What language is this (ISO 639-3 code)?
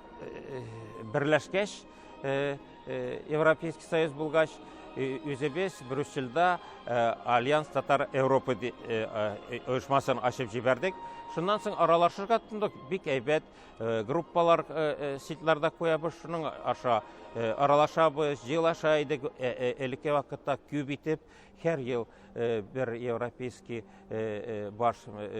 tat